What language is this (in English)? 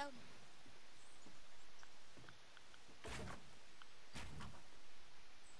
English